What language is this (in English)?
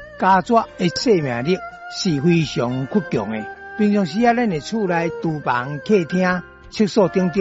Min Nan Chinese